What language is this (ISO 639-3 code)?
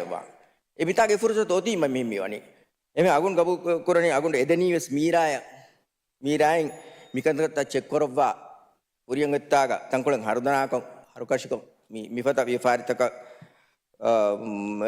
div